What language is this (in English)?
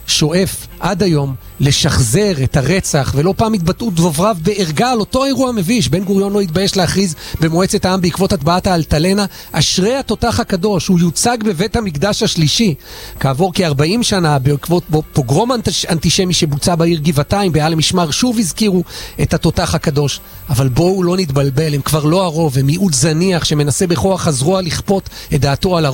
Hebrew